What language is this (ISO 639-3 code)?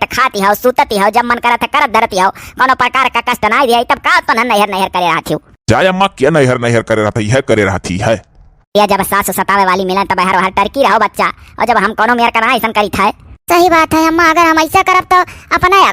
awa